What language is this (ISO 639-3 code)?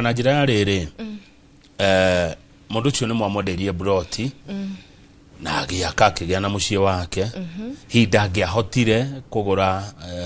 kik